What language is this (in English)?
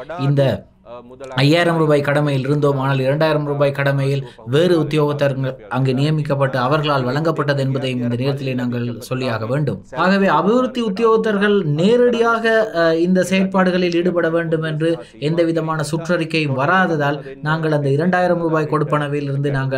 Tamil